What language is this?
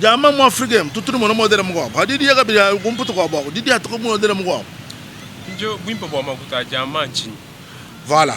Luba-Lulua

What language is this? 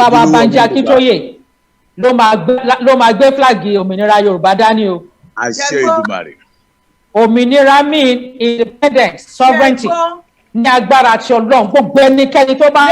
Yoruba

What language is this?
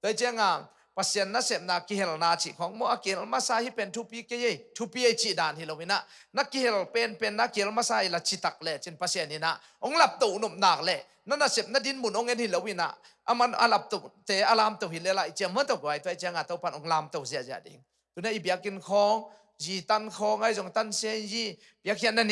Tedim Chin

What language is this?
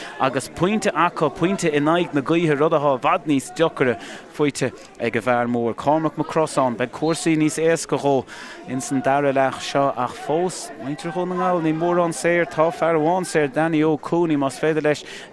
Irish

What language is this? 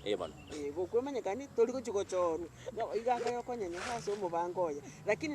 Gusii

